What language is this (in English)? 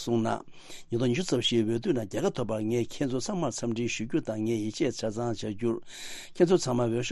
Tibetan